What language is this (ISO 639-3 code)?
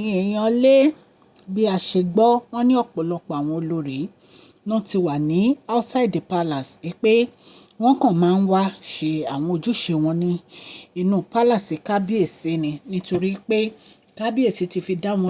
yor